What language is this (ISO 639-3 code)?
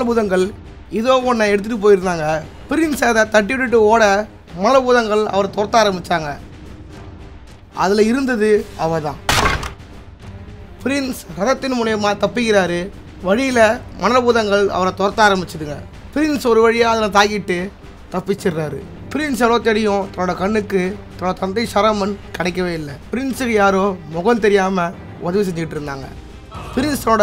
tam